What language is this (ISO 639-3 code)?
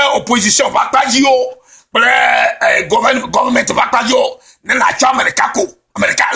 ewe